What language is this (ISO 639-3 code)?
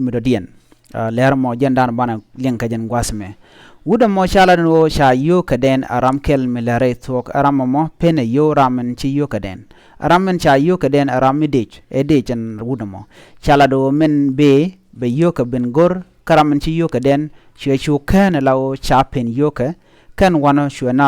nus